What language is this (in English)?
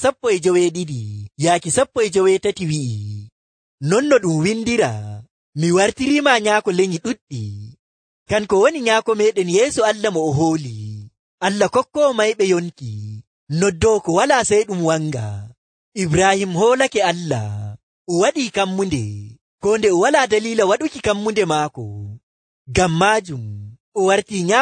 Nigerian Fulfulde